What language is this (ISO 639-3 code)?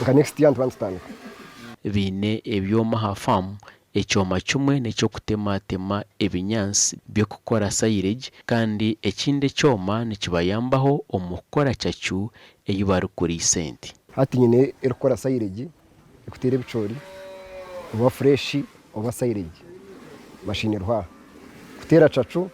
nyn